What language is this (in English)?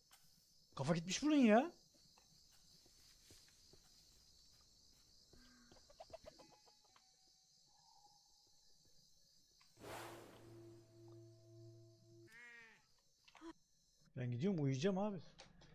Turkish